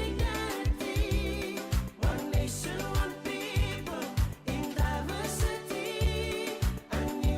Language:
Fijian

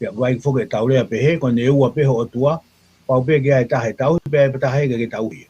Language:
Tongan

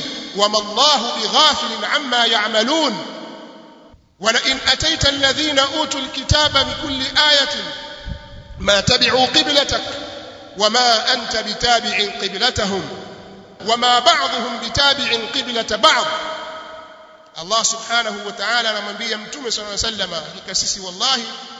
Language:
Swahili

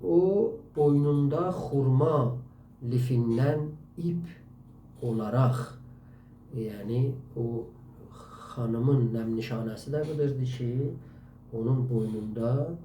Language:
South Azerbaijani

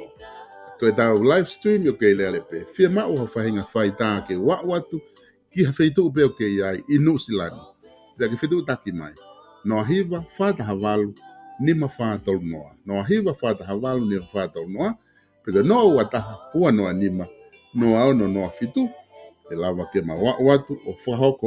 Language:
Tongan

